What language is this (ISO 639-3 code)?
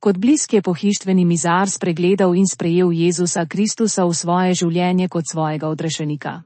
slv